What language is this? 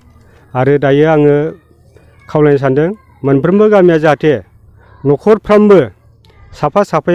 Bodo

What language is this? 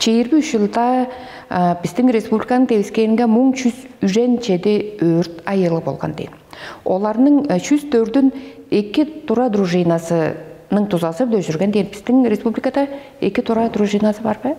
Tuvinian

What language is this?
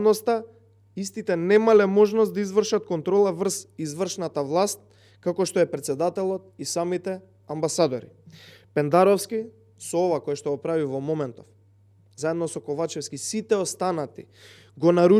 Macedonian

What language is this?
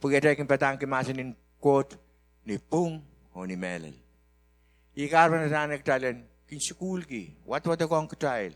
Pohnpeian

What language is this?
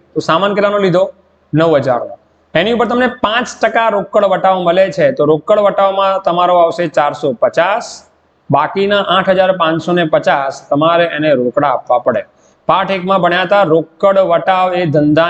Gujarati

